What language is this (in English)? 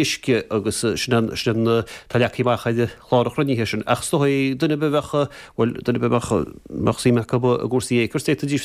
Irish